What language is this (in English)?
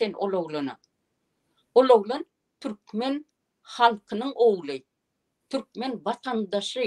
Turkmen